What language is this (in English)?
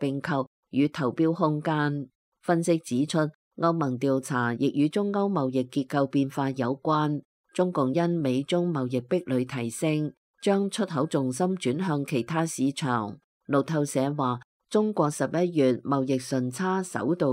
Cantonese